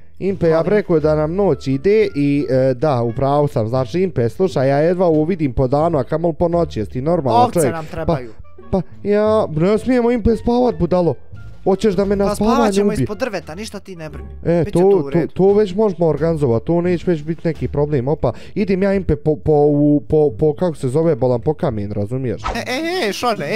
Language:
Bosnian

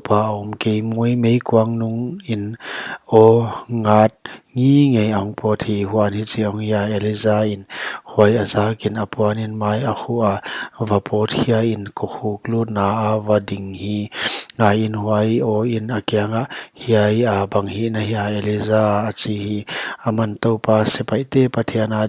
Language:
Paite Chin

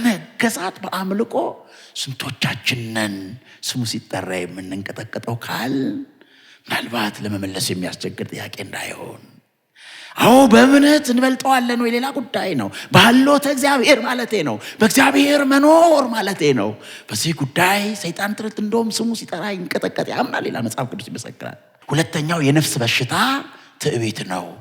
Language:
Amharic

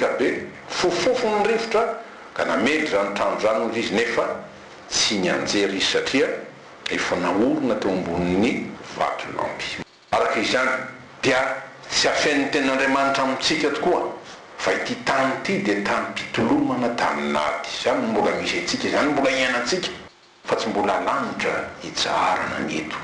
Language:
Malagasy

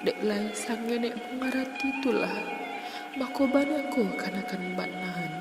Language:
Minangkabau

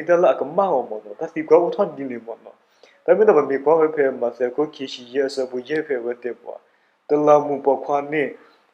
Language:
S'gaw Karen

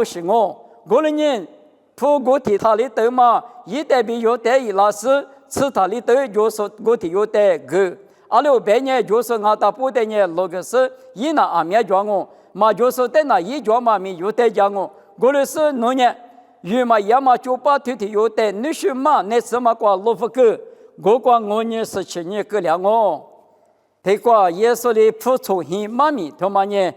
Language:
Lisu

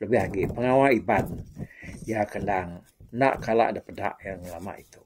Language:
Iban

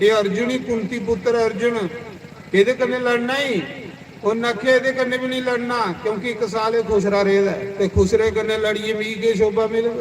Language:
Dogri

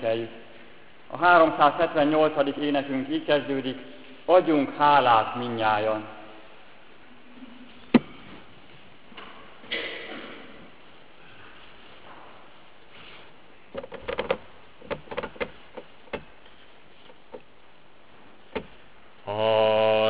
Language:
Hungarian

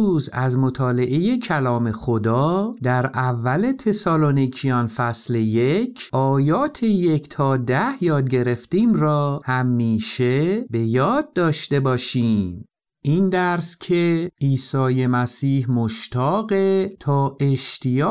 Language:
Persian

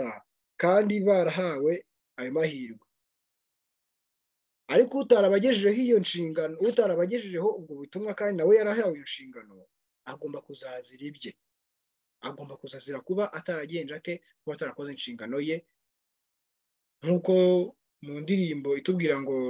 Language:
Kinyarwanda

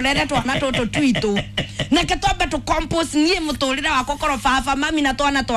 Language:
Kikuyu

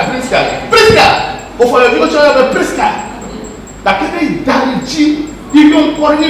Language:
Ewe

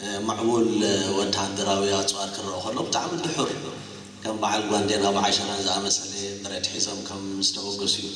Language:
Tigrinya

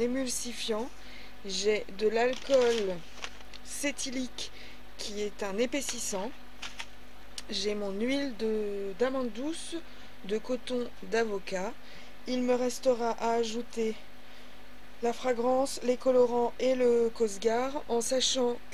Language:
French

